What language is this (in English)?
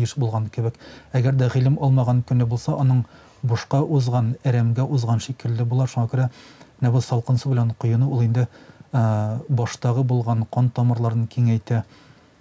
Tatar